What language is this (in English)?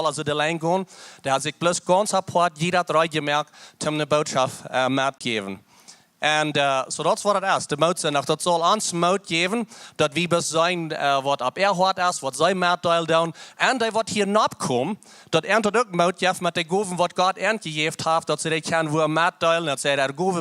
Plautdietsch